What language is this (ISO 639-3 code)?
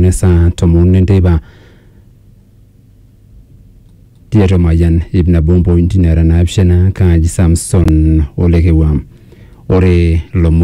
mas